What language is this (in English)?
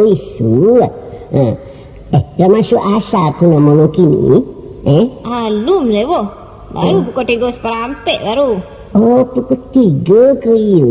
Minangkabau